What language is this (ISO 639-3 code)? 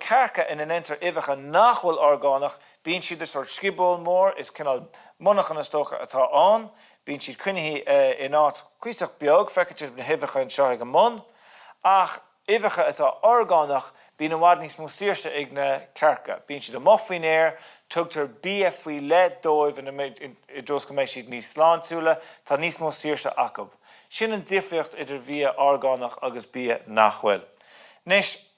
gle